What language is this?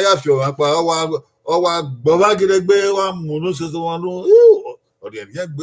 Bini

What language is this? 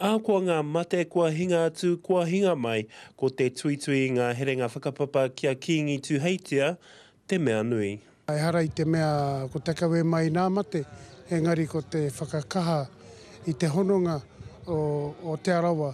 Māori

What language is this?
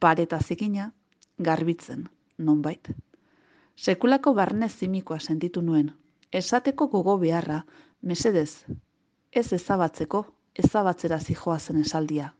Basque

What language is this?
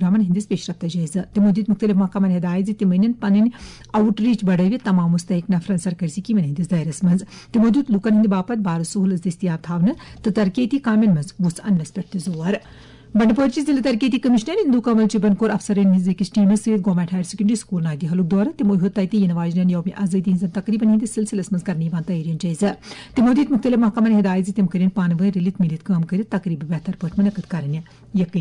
Kashmiri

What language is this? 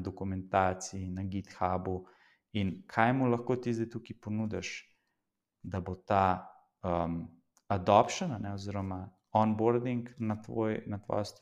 Slovenian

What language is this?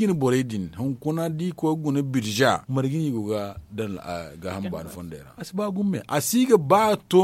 Zarma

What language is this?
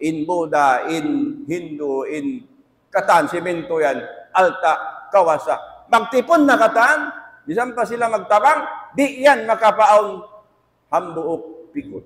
Tausug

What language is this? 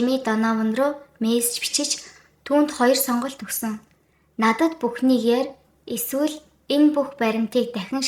Mongolian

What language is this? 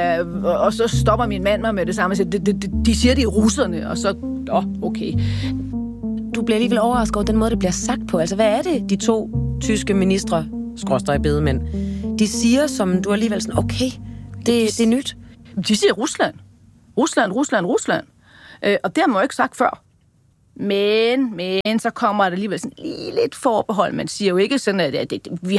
Danish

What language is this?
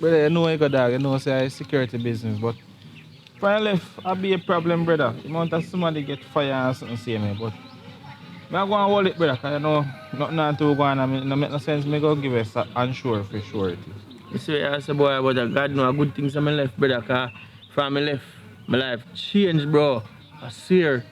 Jamaican Creole English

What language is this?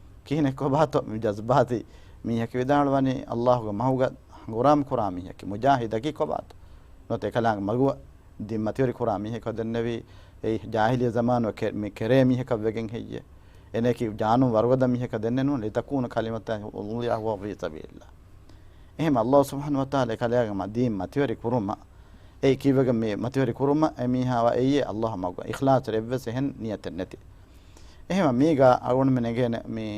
Divehi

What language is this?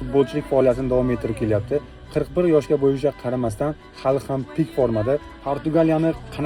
Uzbek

